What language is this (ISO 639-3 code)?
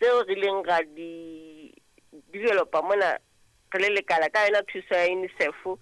sot